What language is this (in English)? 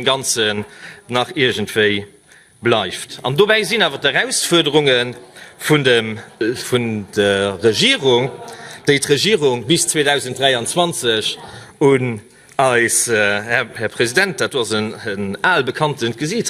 Luxembourgish